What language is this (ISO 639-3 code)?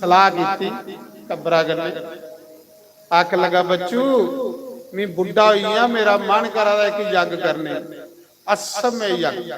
doi